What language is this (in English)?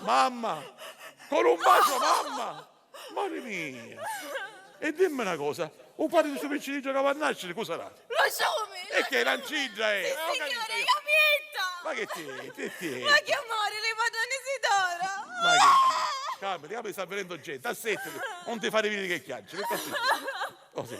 Sicilian